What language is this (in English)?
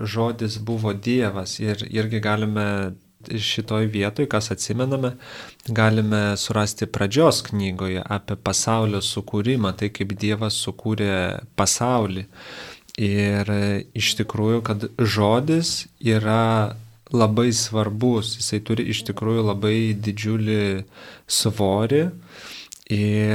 Lithuanian